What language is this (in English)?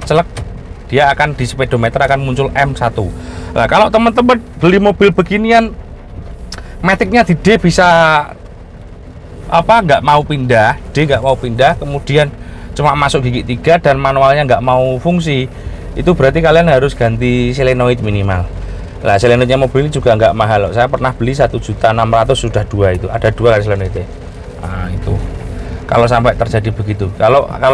Indonesian